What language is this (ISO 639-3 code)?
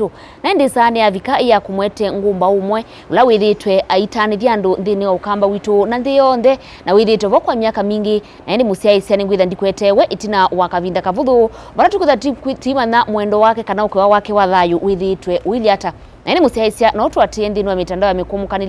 kam